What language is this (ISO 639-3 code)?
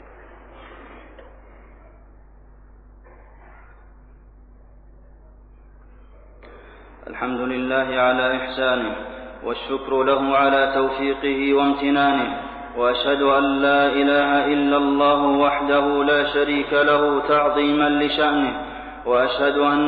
ara